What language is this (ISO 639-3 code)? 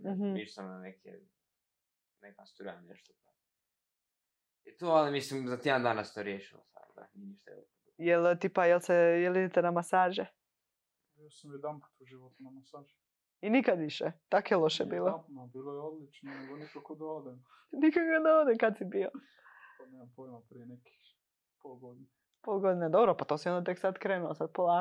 hrv